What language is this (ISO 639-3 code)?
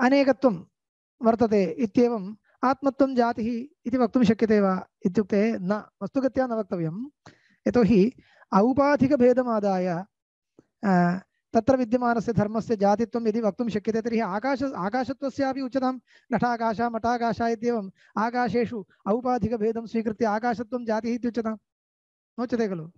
san